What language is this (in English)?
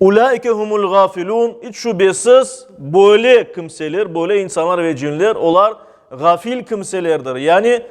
Crimean Tatar